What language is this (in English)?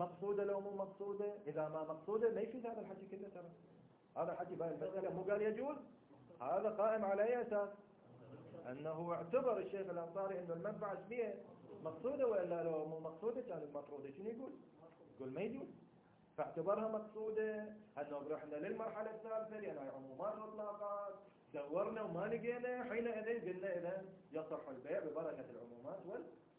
Mesopotamian Arabic